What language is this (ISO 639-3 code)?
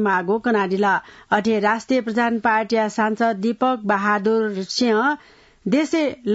new